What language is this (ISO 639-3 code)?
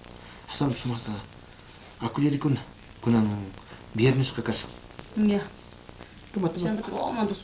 quh